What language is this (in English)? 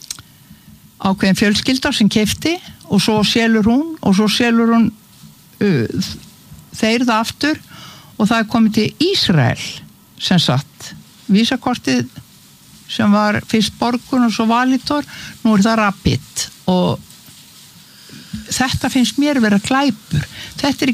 Icelandic